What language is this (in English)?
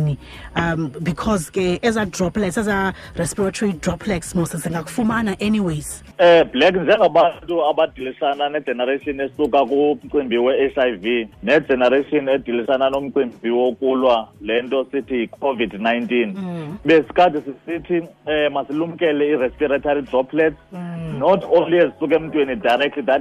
Xhosa